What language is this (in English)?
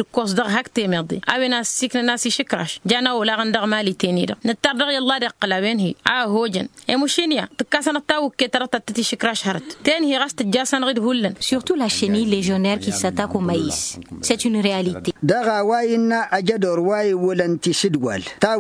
Tamasheq